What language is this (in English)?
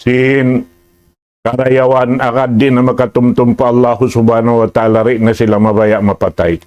Tausug